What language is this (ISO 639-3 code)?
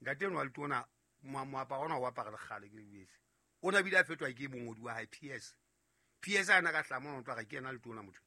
sot